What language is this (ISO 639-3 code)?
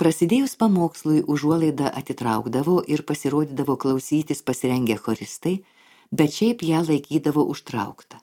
lit